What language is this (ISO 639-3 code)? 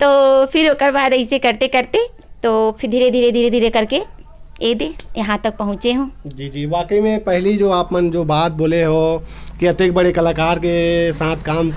hne